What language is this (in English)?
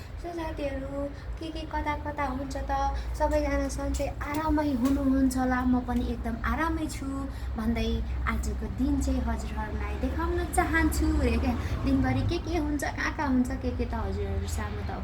Nepali